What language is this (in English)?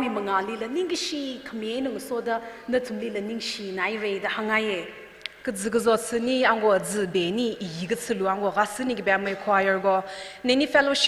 Tangkhul Naga (India)